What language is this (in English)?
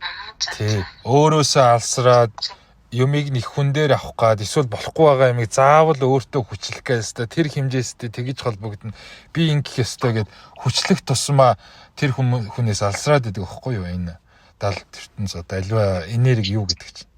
Mongolian